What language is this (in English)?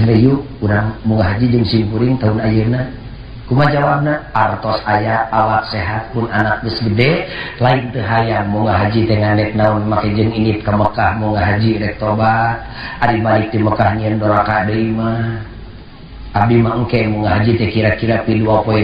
Sundanese